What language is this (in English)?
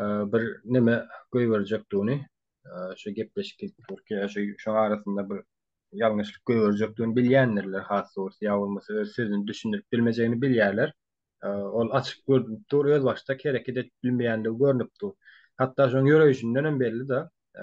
Turkmen